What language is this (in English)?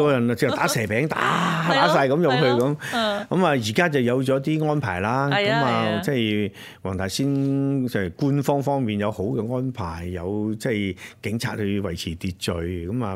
Cantonese